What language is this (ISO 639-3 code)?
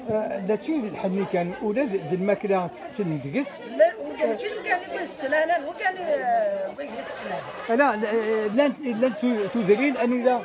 kab